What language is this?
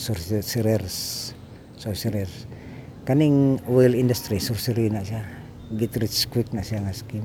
Cebuano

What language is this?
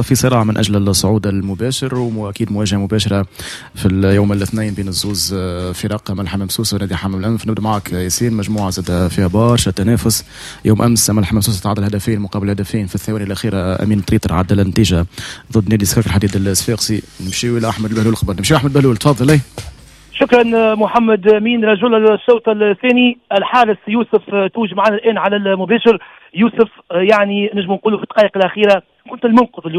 Tunisian Arabic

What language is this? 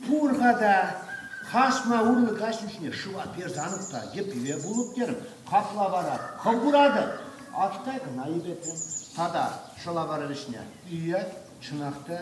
Chuvash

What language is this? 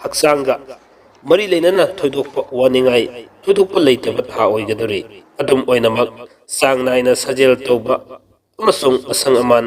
Manipuri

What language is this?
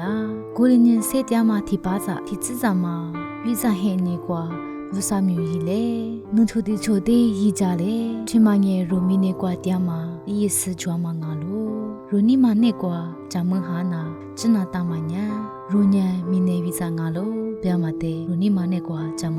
Lisu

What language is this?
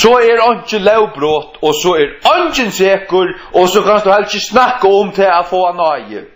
Faroese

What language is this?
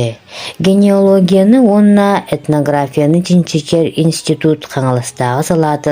Yakut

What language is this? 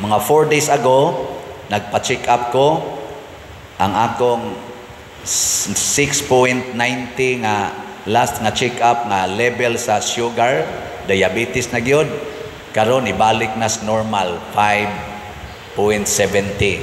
Cebuano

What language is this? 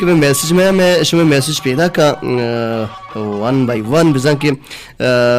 Baluchi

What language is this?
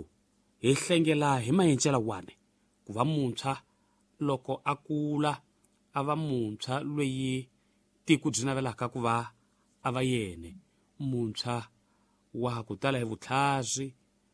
Tsonga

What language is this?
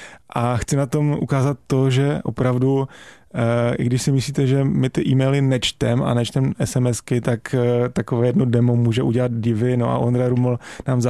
Czech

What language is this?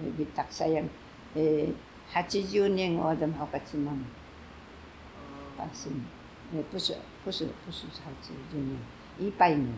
Taroko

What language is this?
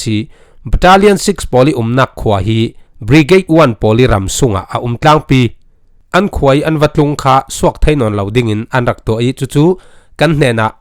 Falam Chin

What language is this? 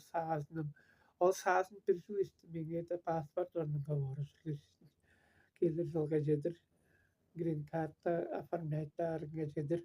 Tuvinian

